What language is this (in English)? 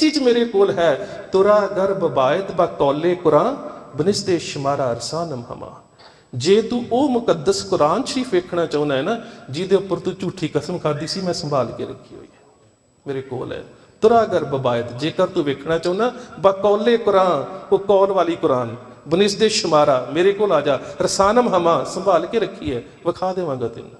Punjabi